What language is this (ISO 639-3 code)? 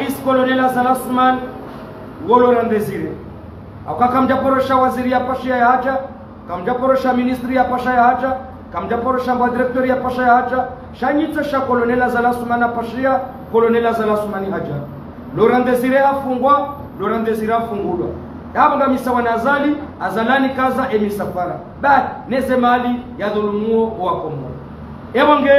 zdj